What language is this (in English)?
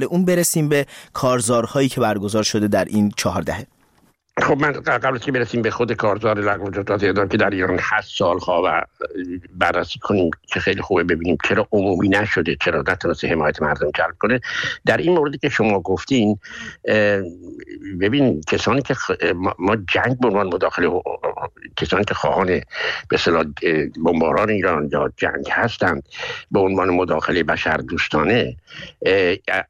Persian